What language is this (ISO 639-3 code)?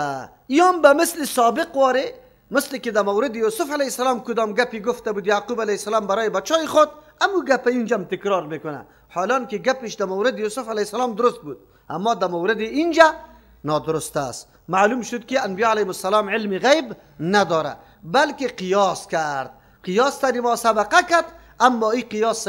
fas